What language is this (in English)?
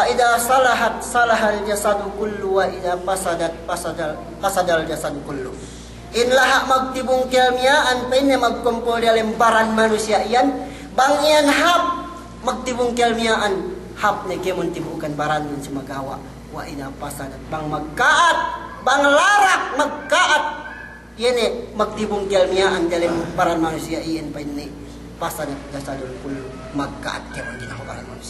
Yakan